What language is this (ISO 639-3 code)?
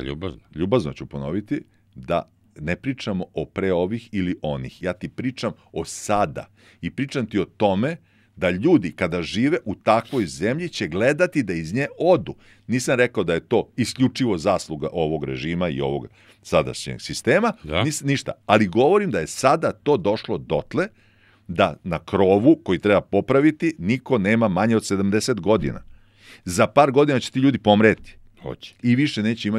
srp